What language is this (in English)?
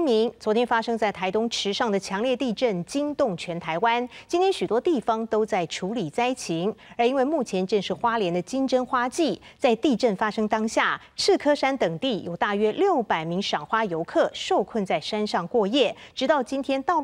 Chinese